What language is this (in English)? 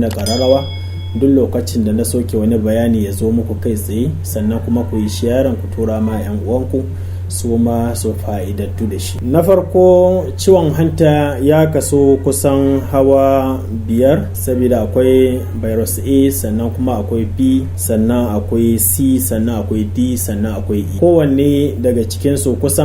Hausa